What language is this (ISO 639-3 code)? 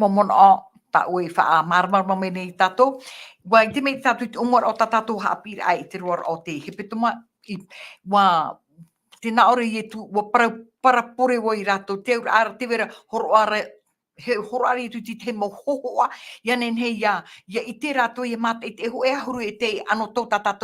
tah